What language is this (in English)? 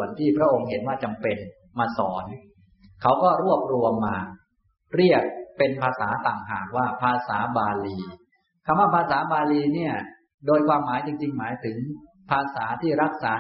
Thai